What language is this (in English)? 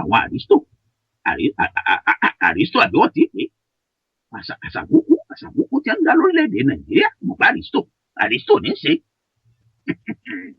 Yoruba